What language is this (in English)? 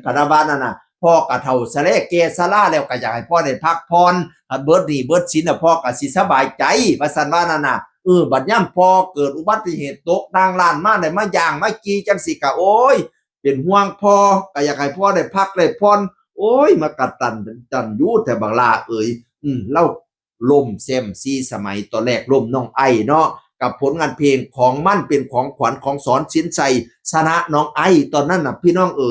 Northeastern Thai